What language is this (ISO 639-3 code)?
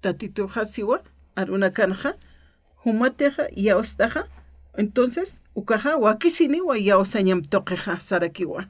aym